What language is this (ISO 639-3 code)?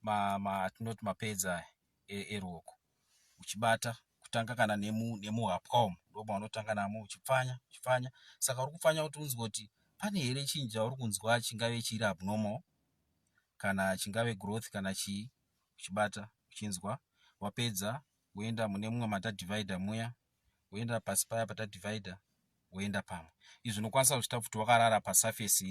sna